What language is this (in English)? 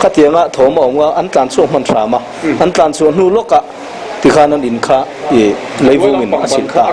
Mizo